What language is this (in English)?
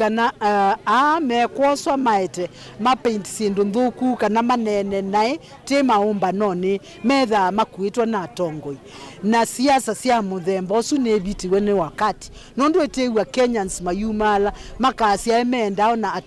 Kamba